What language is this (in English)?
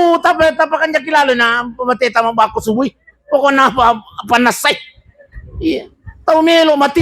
Buginese